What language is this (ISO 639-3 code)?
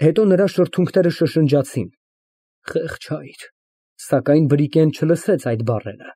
hye